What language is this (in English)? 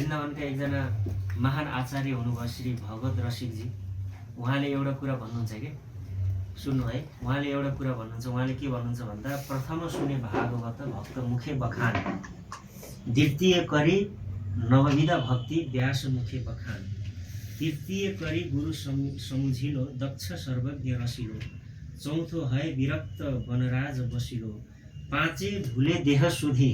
Nepali